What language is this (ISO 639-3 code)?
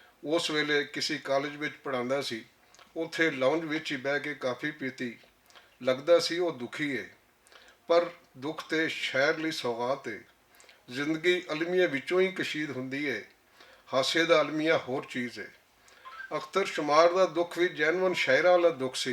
lah